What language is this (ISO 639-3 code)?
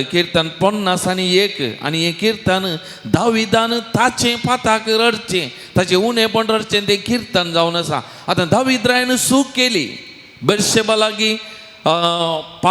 kok